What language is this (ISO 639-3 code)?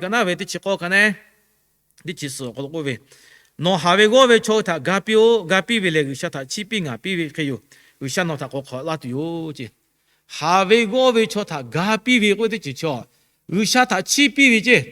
lhu